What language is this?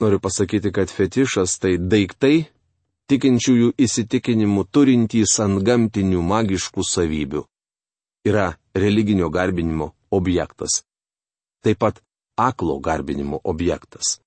Lithuanian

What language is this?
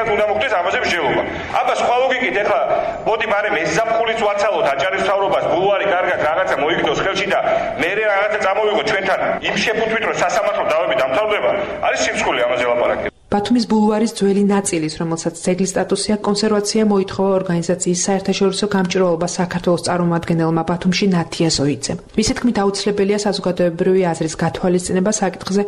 Georgian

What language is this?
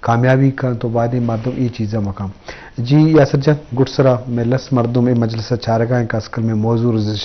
Eastern Balochi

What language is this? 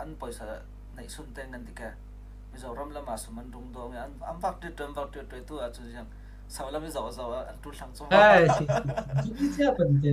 Falam Chin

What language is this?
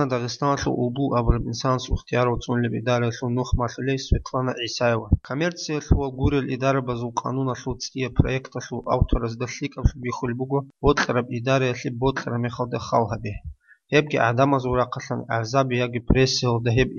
Avaric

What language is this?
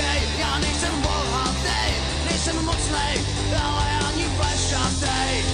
Czech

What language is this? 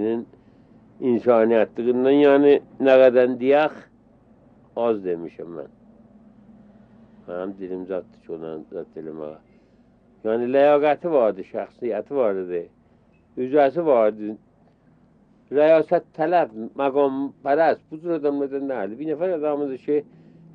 Persian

